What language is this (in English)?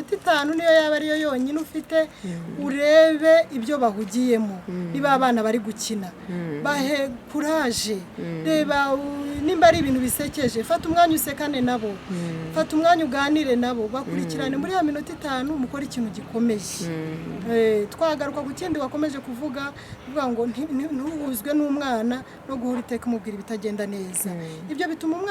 Kinyarwanda